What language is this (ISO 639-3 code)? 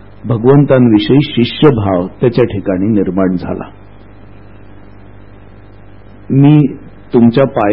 mar